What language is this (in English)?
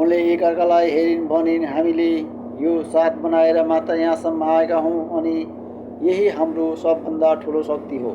Nepali